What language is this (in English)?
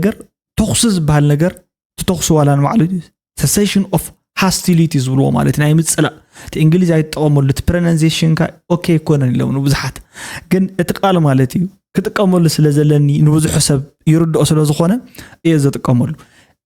Tigrinya